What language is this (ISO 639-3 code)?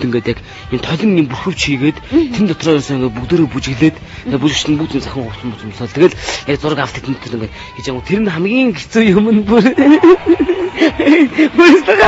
mon